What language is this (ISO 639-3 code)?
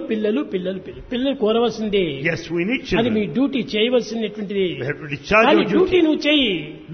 tel